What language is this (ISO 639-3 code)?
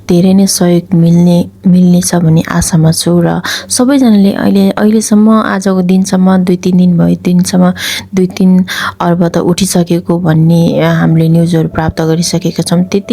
nep